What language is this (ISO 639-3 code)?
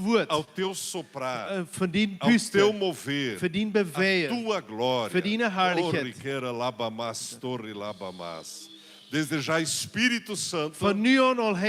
pdt